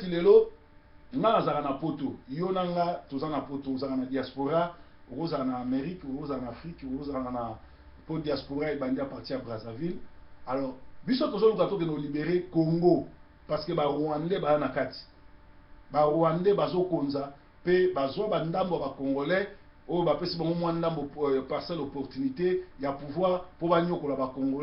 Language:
Lingala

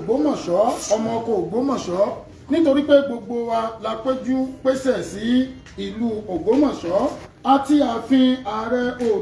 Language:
Yoruba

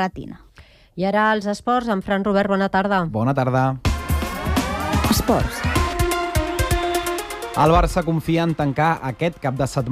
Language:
Catalan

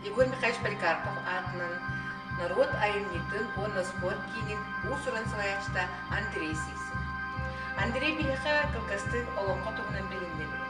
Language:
Yakut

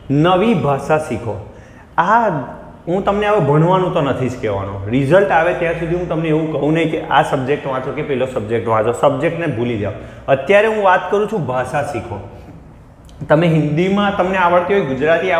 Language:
Gujarati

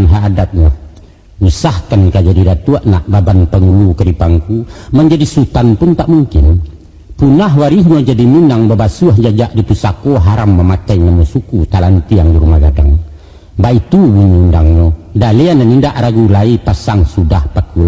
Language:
Minangkabau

